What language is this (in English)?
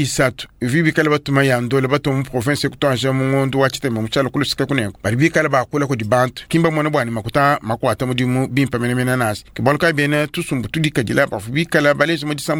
Luba-Lulua